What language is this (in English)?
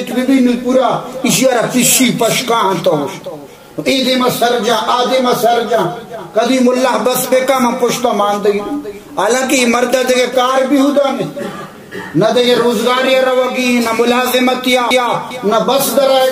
Baluchi